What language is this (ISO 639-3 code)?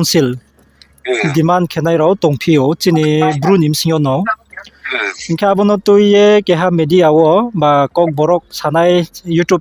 ria